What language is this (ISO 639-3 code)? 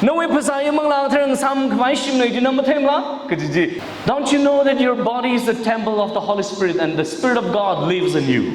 nmf